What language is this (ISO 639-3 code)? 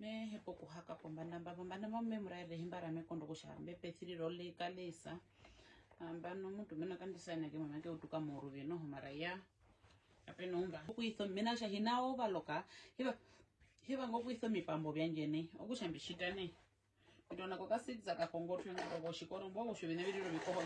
her